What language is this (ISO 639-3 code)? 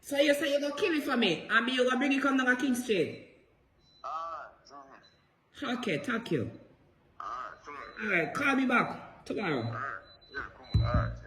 jam